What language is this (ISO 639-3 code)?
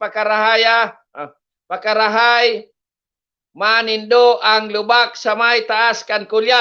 bik